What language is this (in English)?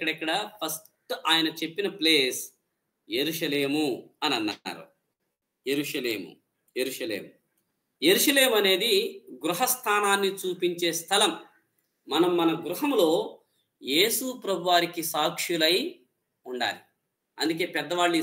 Telugu